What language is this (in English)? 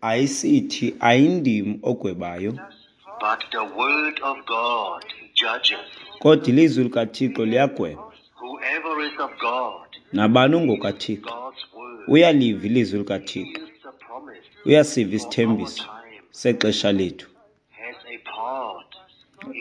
Xhosa